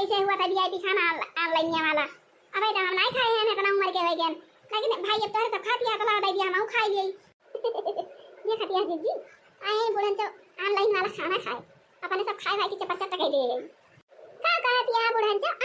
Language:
Awadhi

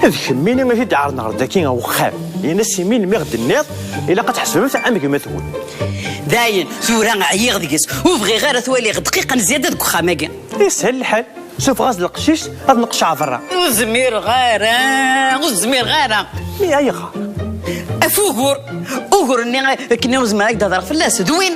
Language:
Kabyle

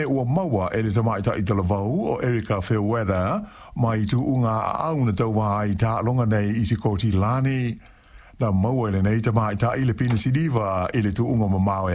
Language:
Samoan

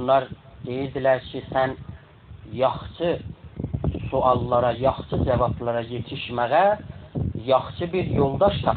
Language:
South Azerbaijani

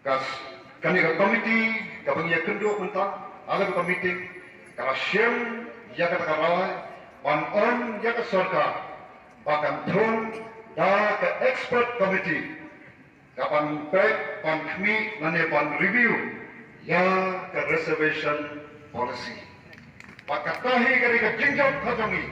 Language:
Khasi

